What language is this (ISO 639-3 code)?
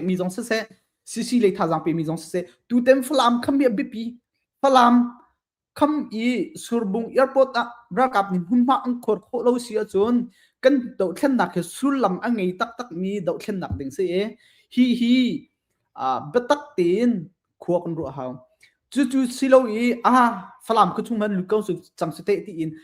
cnh